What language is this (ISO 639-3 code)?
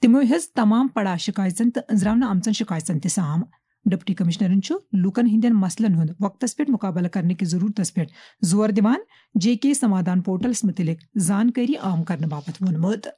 kas